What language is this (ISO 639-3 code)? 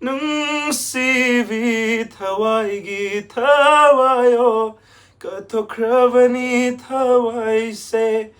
mni